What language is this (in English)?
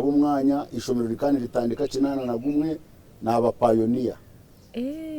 Nyankole